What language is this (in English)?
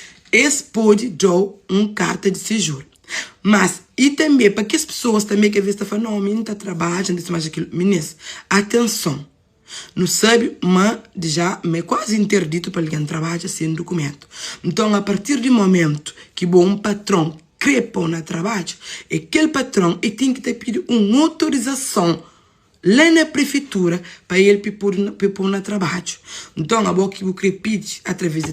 Kabuverdianu